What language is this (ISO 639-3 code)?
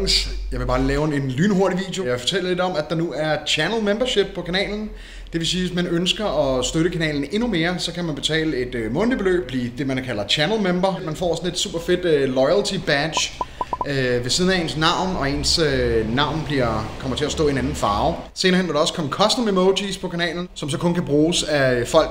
dan